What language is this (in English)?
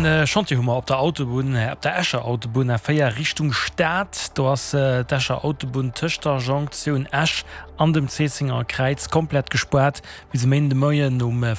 Luxembourgish